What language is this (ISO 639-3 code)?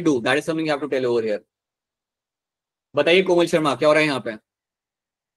hin